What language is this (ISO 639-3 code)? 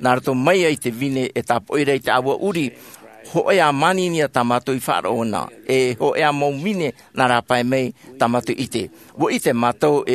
tah